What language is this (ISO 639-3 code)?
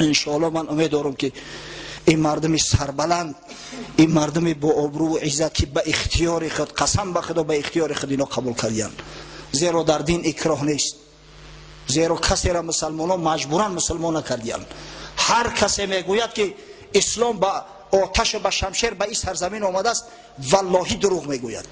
tgk